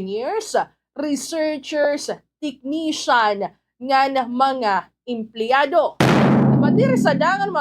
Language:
Waray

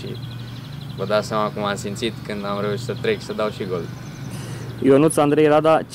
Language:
Romanian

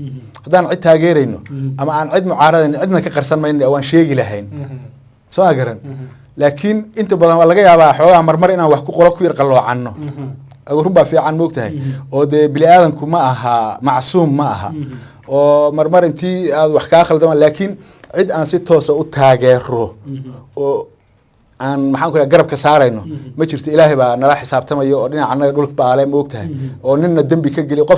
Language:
Somali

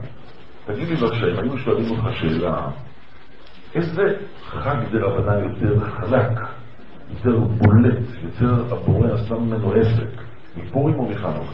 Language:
Hebrew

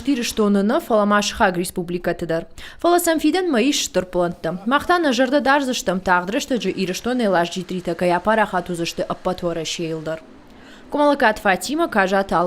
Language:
Ossetic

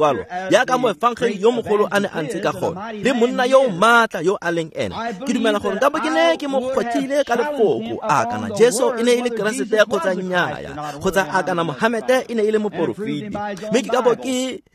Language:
Tswana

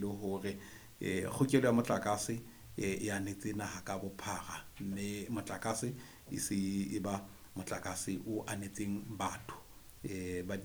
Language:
Southern Sotho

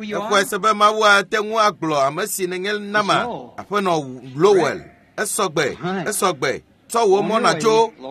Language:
Ewe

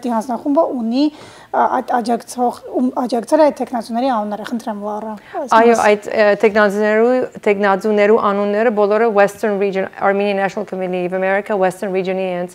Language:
Armenian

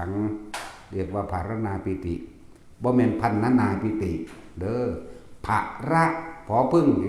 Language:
Northeastern Thai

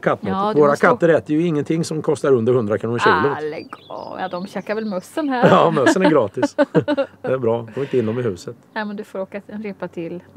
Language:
Swedish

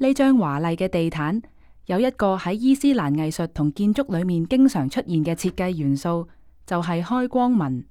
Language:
Cantonese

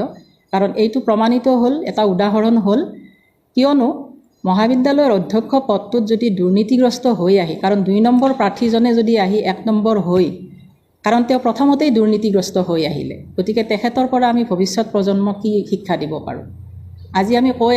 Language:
Assamese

